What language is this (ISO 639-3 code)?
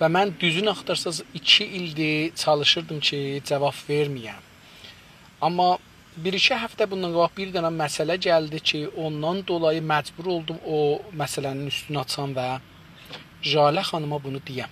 azb